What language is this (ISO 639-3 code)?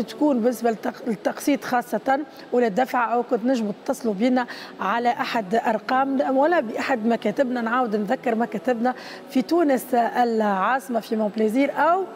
aeb